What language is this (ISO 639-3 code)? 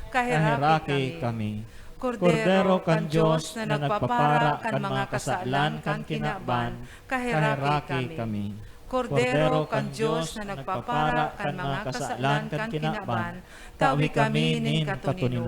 bik